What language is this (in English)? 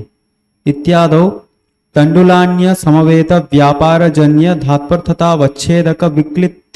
Sanskrit